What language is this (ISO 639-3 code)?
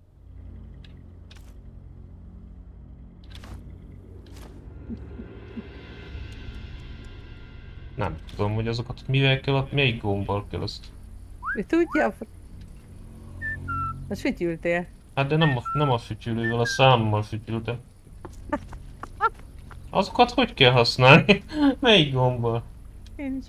hun